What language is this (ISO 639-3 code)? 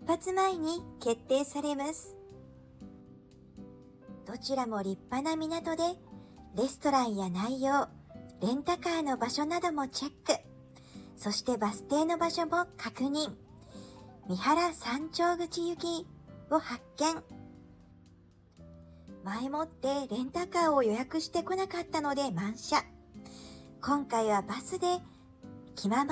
jpn